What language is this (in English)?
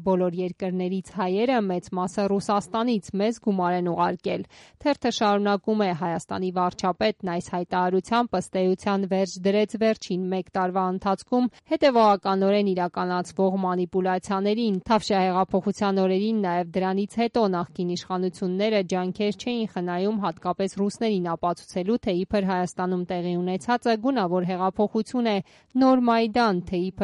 Armenian